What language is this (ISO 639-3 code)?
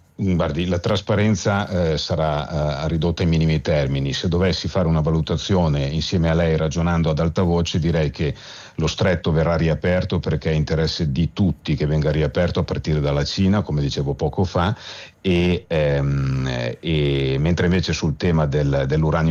ita